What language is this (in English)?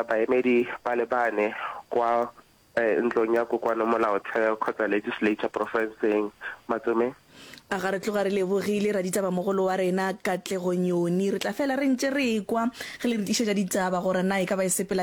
Northern Sotho